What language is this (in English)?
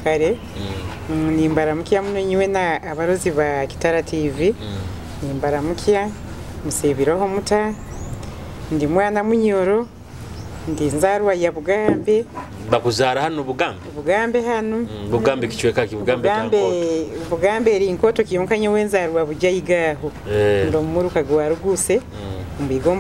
Nyoro